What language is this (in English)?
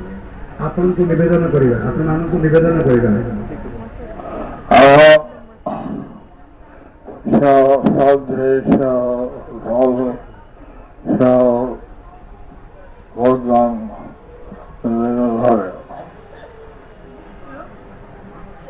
Odia